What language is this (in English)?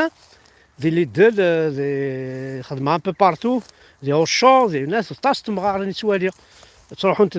Kabyle